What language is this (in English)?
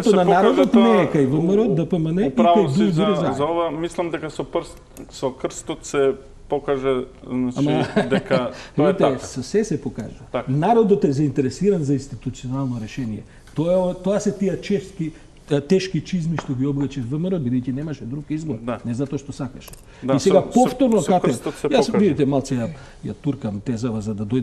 Macedonian